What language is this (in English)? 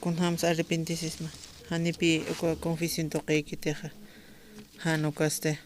Aymara